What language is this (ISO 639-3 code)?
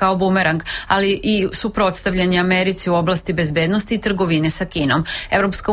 srp